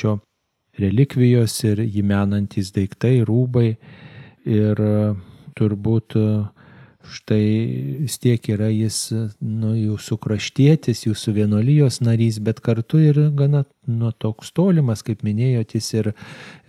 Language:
Lithuanian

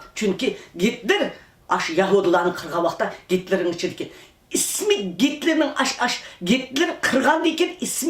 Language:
Uyghur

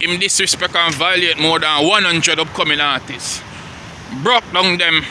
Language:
Jamaican Creole English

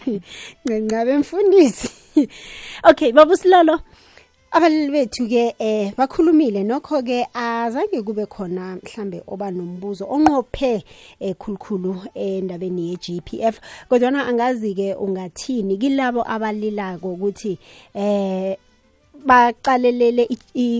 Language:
South Ndebele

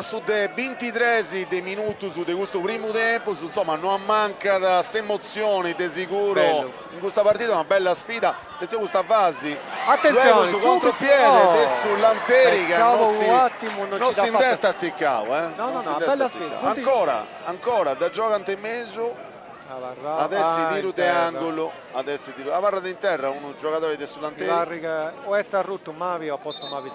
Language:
Sardinian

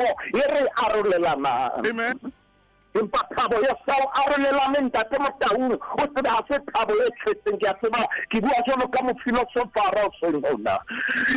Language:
Southern Sotho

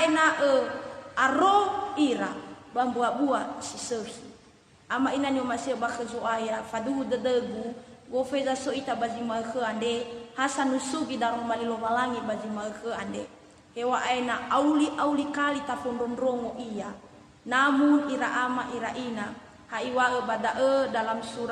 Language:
Nias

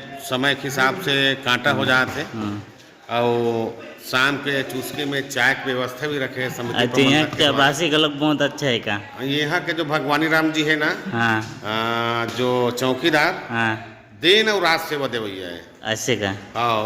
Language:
Chhattisgarhi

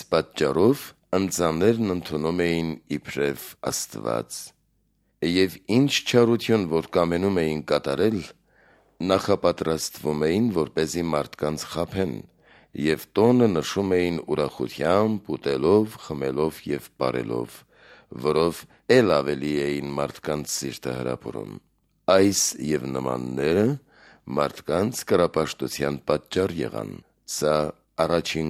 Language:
Armenian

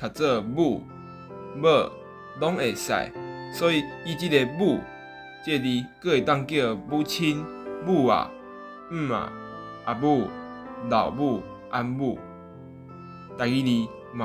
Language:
Min Nan Chinese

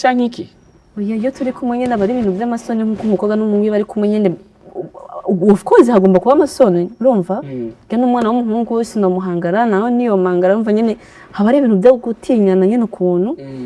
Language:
Kinyarwanda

